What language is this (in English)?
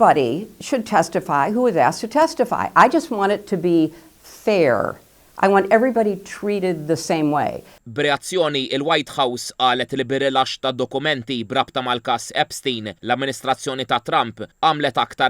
Maltese